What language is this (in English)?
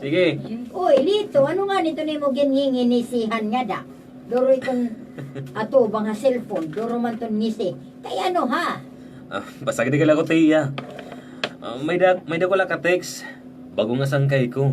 Waray